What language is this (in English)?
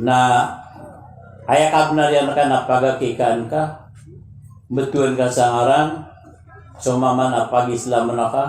Maranao